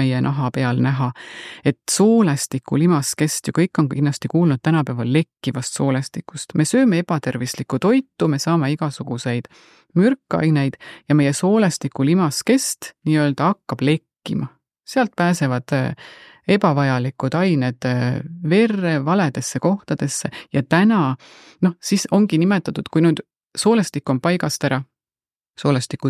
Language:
Estonian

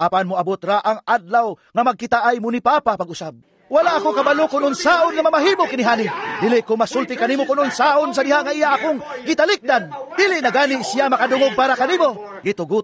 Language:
Cebuano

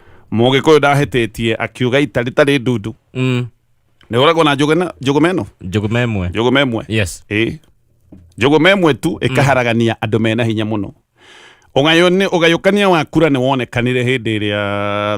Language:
Kikuyu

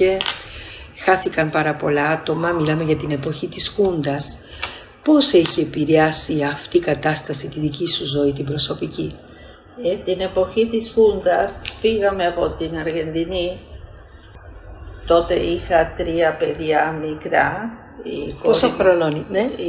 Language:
Greek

